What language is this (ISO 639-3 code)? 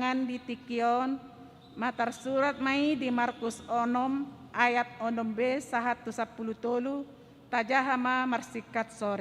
bbc